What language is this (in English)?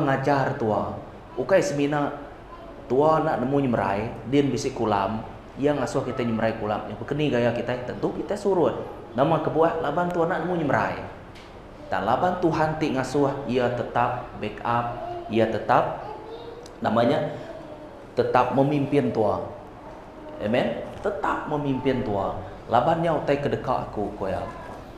Iban